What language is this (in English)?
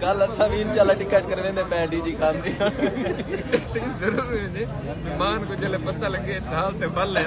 Saraiki